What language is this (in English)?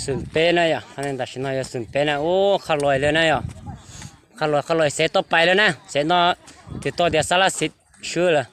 Hmong